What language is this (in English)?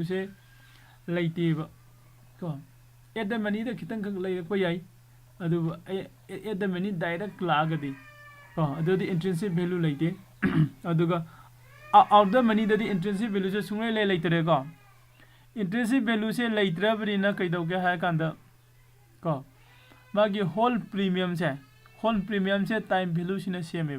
Manipuri